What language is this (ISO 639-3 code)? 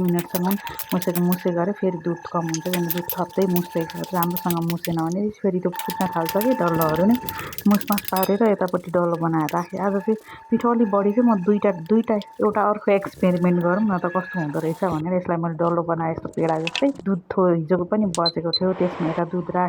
nep